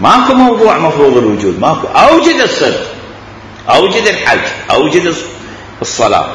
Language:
Mesopotamian Arabic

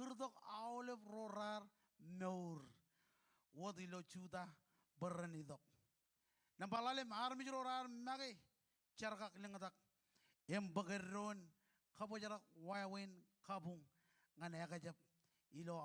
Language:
Marshallese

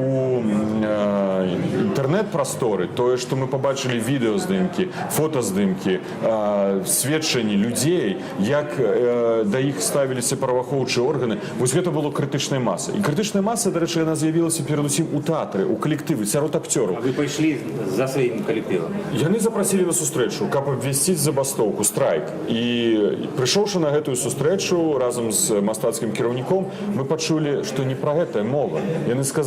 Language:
Belarusian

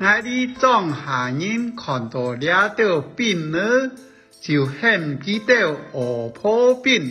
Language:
Hakka Chinese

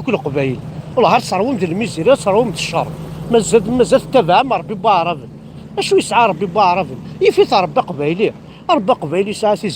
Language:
Kabyle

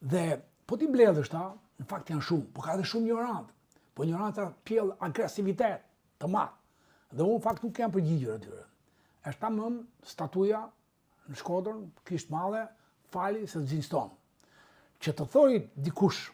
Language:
Albanian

